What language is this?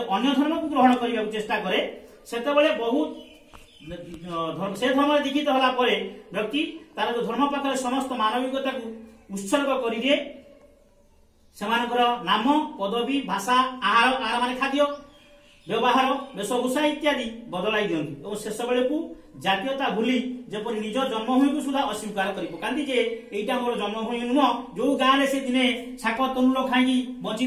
Odia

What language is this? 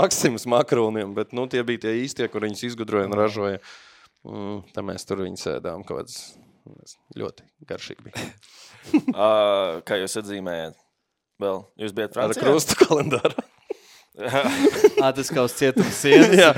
Latvian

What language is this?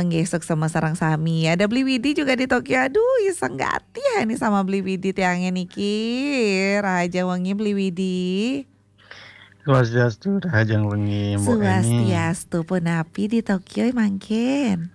Balinese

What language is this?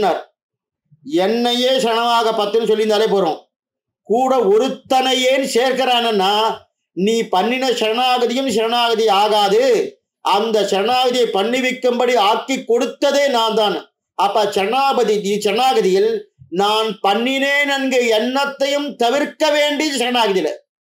Tamil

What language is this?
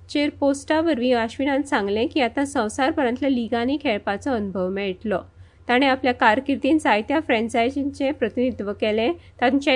Konkani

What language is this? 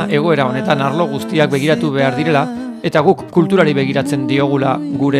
Basque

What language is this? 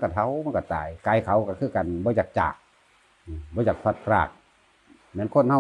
Northeastern Thai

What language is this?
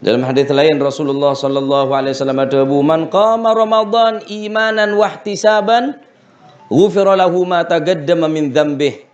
Madurese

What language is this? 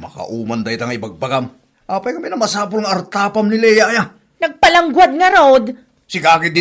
Iloko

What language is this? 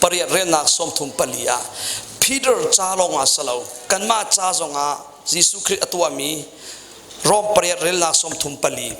Hakha Chin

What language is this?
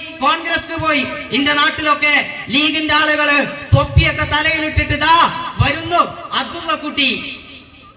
Malayalam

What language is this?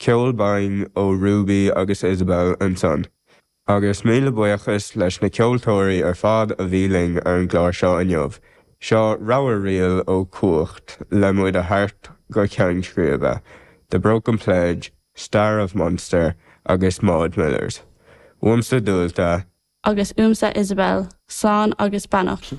Irish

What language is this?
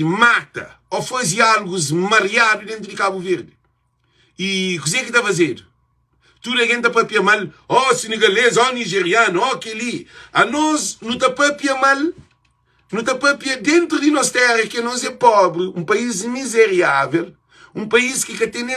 Kabuverdianu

